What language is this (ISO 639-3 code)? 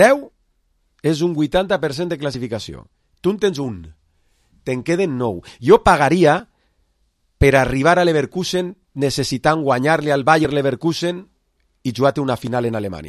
cat